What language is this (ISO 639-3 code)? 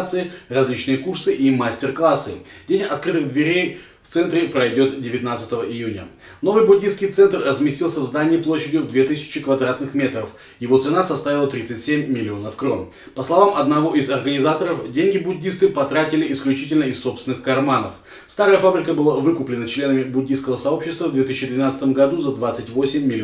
rus